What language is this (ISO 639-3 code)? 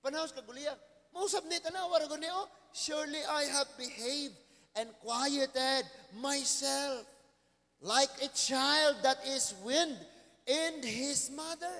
ceb